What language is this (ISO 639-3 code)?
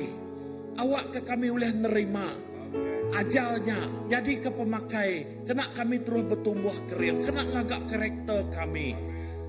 iba